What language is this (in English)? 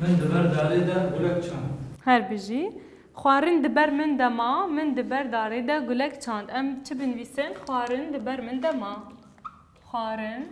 Kurdish